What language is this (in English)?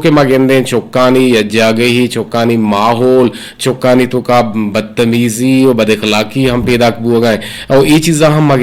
Eastern Balochi